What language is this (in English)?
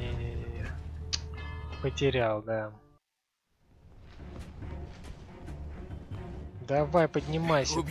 Russian